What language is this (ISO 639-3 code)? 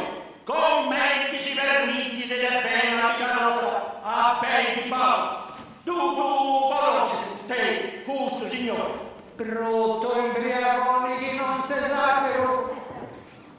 srd